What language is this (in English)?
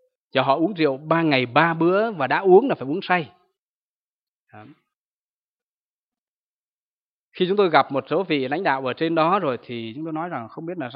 Vietnamese